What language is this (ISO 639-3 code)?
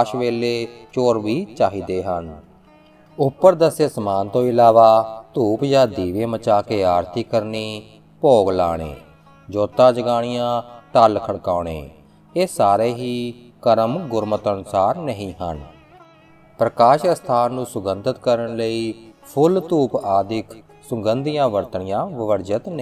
pan